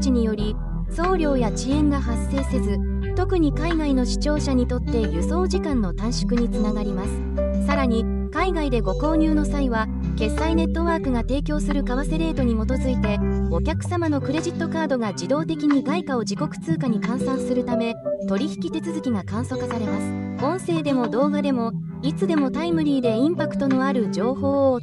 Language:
Japanese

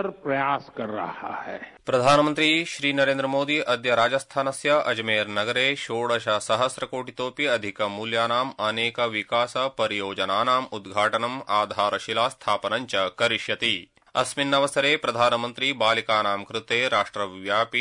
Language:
Sanskrit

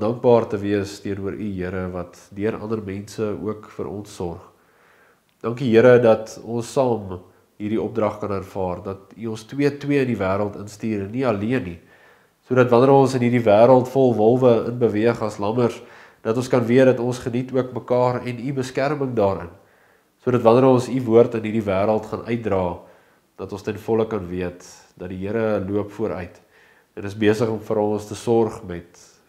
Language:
Afrikaans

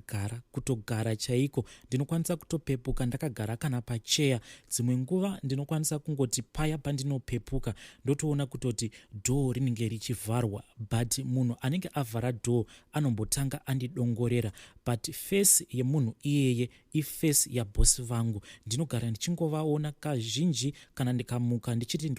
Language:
Shona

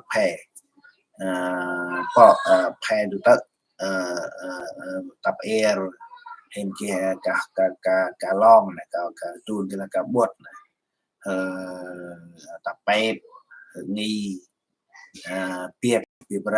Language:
Central Mnong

